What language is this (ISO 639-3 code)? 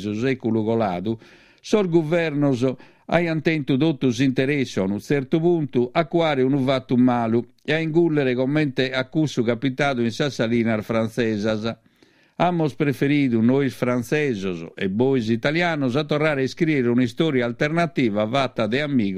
srd